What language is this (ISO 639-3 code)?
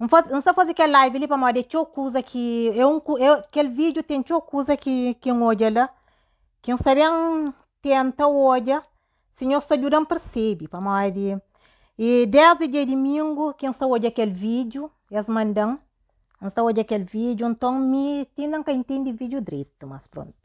kea